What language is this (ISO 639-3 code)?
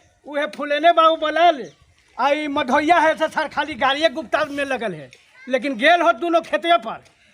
mag